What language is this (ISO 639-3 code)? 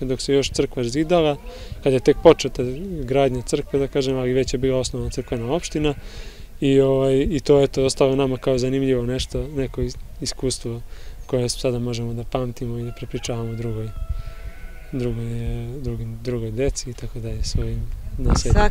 srp